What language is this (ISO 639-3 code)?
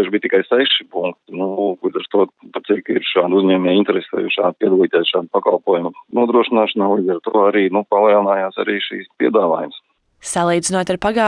lav